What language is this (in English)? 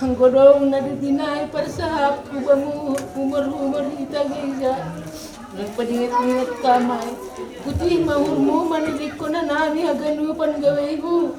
Batak Simalungun